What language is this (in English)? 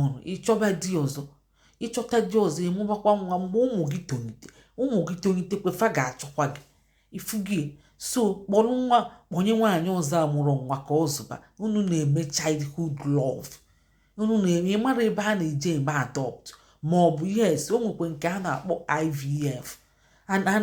Igbo